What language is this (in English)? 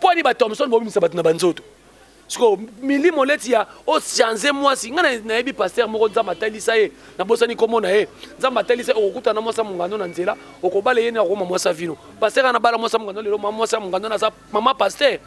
Lingala